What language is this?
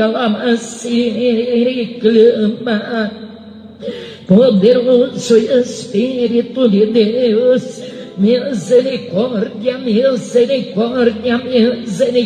Portuguese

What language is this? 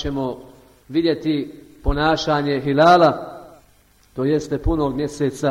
Bosnian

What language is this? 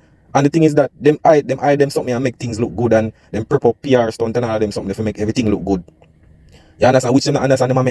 Jamaican Creole English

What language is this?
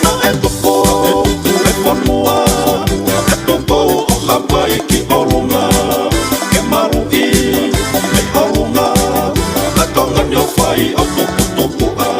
Tongan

